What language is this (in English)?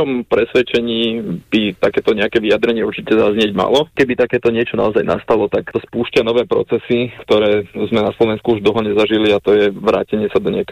Slovak